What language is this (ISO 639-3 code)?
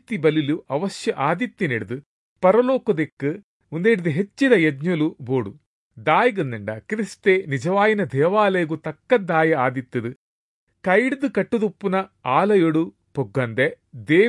tcy